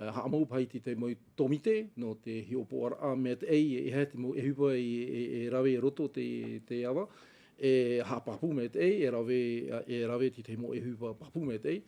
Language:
Tahitian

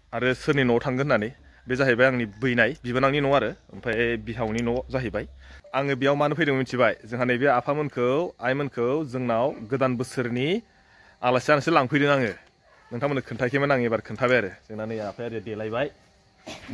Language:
Bodo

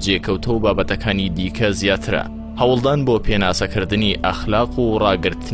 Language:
Central Kurdish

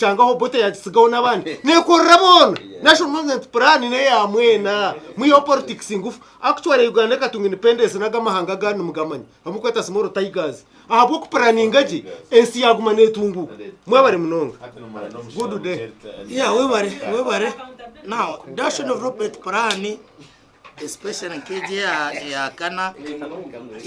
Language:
Nyankole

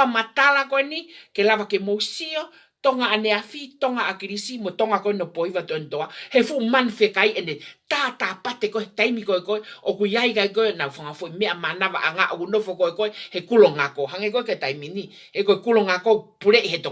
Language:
Tongan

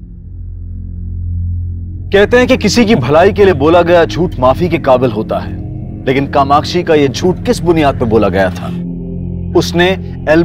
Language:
Hindi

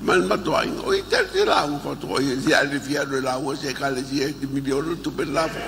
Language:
Samoan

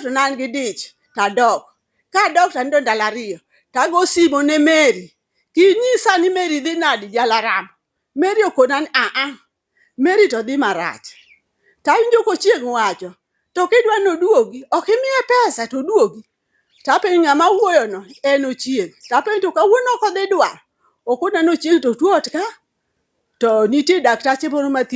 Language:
Luo (Kenya and Tanzania)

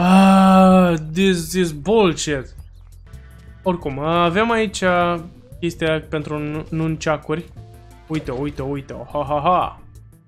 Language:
Romanian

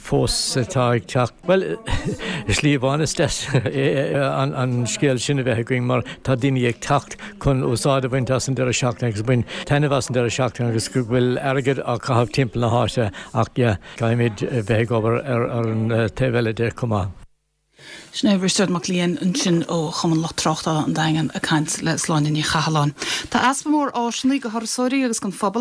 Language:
Irish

